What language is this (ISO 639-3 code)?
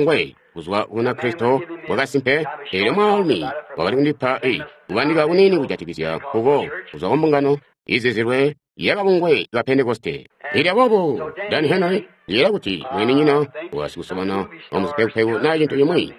toi